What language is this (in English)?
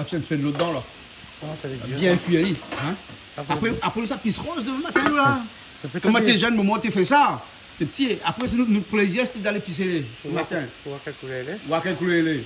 Réunion Creole French